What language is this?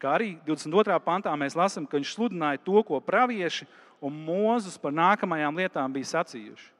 Latvian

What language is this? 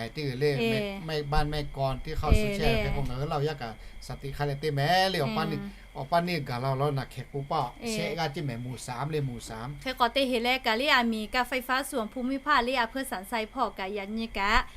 Lahu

